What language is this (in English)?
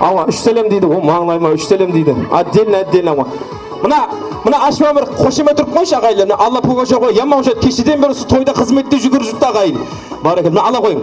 Kara-Kalpak